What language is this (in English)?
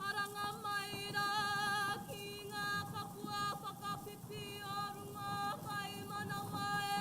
Māori